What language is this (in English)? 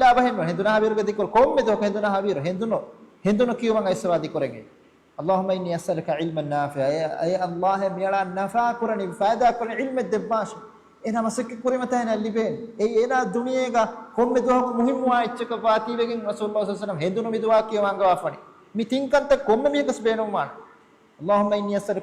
Divehi